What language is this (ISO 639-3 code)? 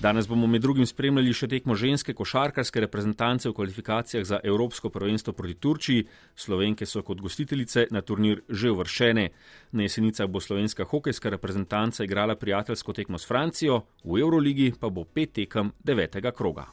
slv